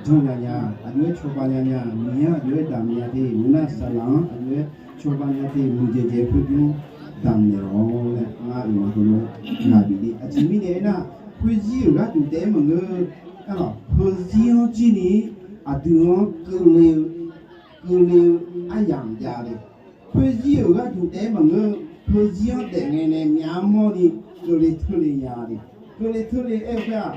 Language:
Akha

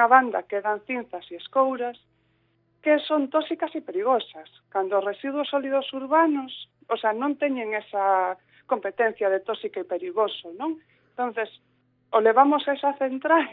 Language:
Galician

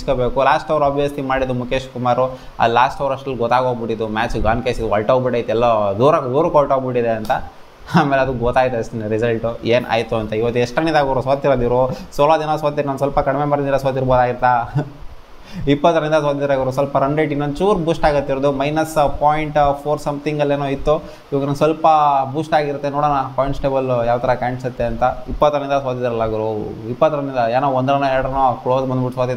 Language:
Kannada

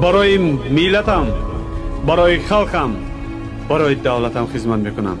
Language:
Tajik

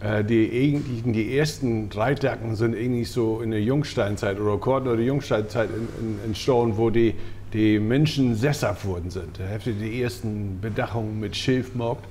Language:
Low German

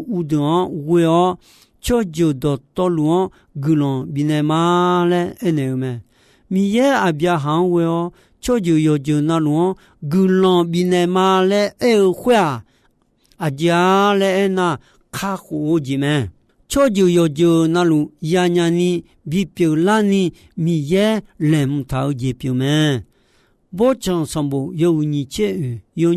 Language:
Akha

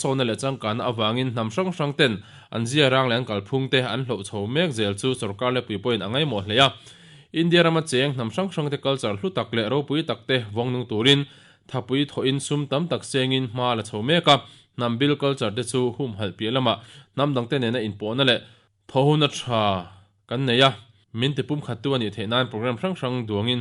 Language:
Mizo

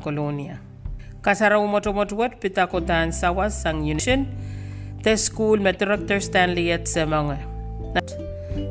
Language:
Pohnpeian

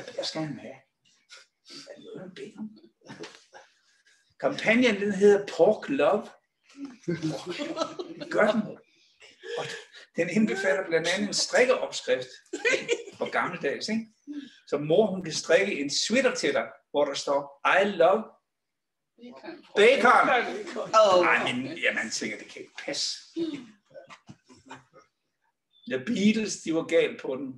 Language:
Danish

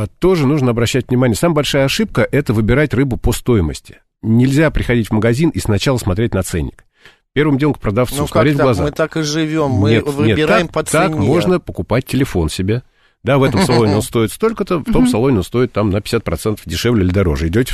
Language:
Russian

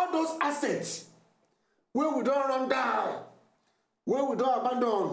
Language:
Nigerian Pidgin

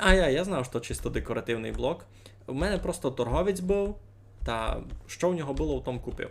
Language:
Rusyn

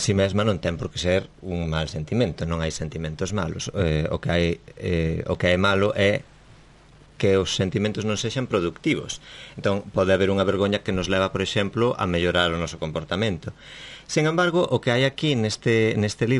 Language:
Galician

